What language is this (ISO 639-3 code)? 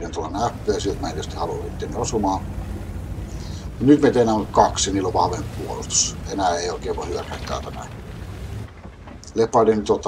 fin